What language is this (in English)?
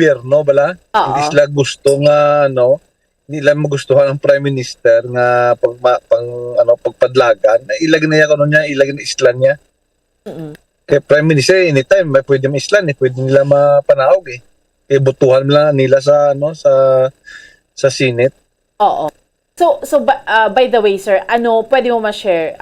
Hiligaynon